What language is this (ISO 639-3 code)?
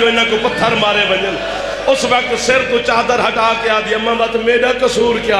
skr